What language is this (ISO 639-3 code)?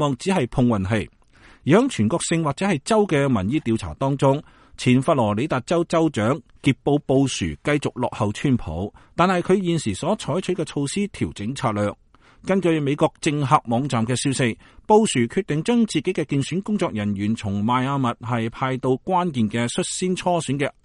yue